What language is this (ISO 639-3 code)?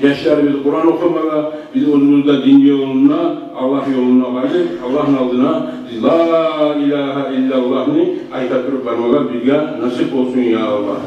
kum